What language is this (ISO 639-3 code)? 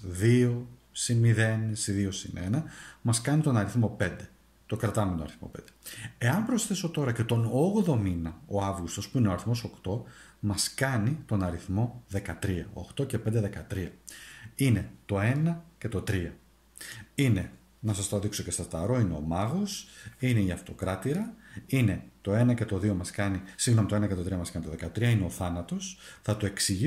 ell